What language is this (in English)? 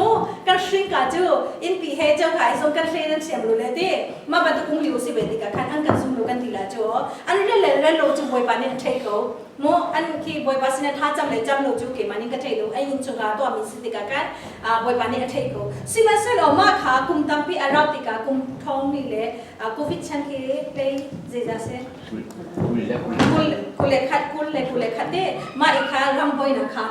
Hakha Chin